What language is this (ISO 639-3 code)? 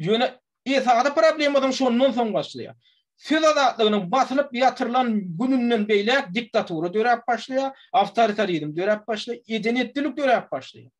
tuk